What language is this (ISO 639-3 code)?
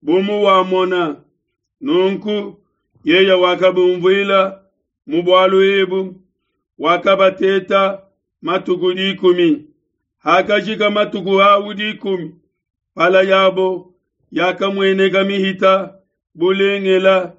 lua